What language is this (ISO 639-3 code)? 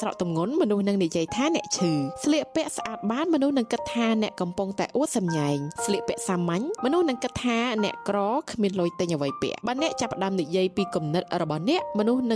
khm